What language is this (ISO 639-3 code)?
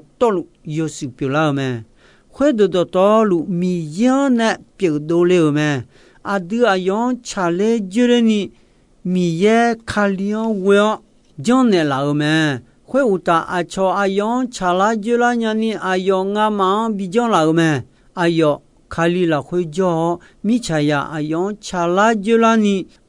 ahk